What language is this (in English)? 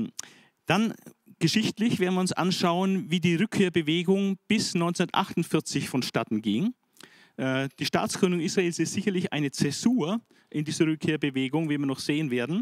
German